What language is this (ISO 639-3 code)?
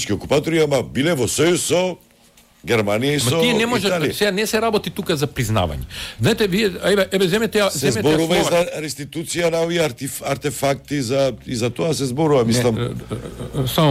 mkd